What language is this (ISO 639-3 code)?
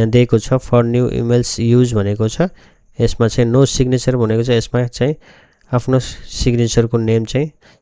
nep